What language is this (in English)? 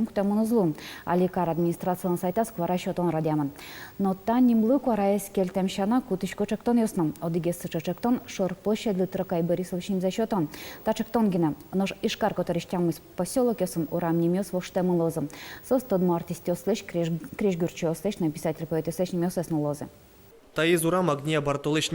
Udmurt